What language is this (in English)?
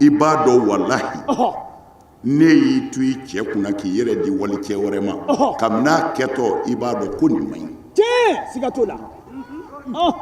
Bambara